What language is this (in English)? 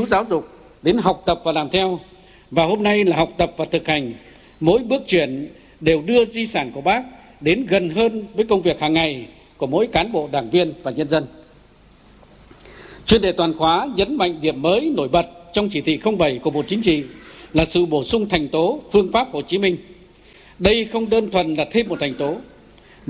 Vietnamese